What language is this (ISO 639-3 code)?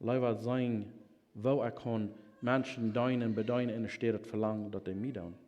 pdt